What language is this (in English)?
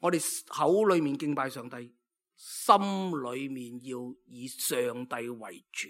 Cantonese